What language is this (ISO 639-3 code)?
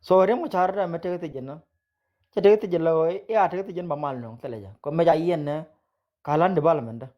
nus